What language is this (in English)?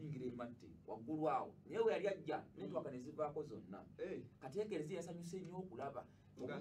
Ganda